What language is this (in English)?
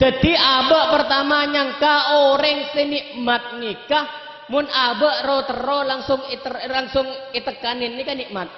Madurese